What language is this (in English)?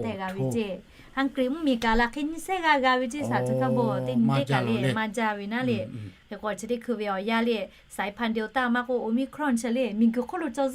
Lahu